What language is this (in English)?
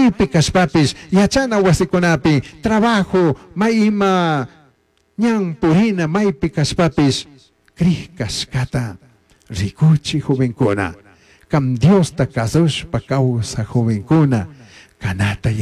Chimborazo Highland Quichua